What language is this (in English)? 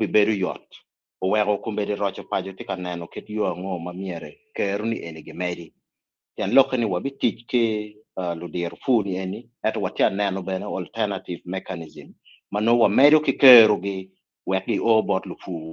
Acoli